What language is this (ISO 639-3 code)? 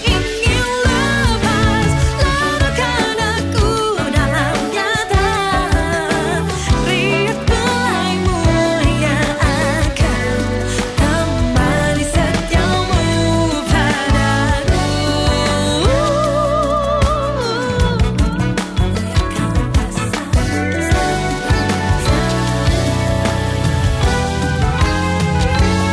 ind